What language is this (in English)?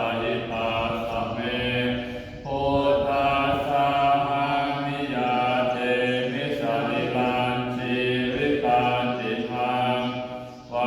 Pali